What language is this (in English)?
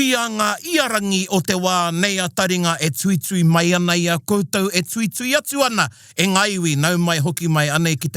Māori